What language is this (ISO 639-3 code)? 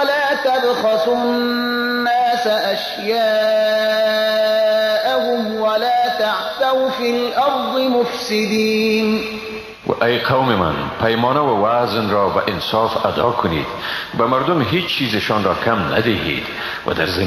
fas